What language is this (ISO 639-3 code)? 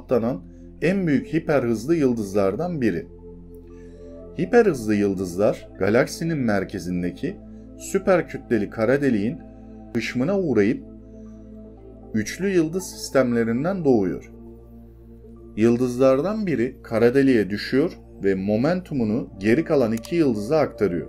tur